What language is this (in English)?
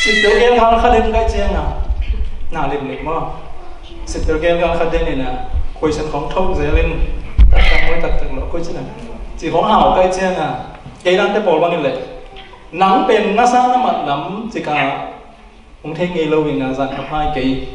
Tedim Chin